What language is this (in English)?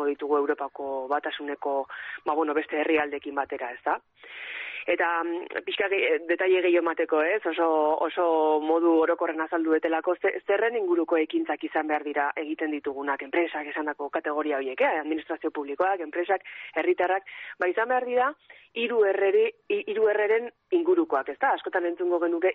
Basque